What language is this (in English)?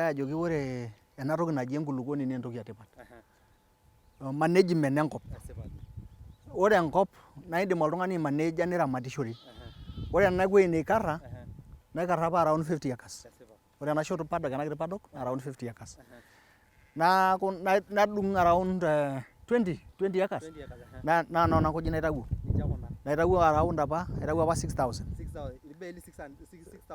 Masai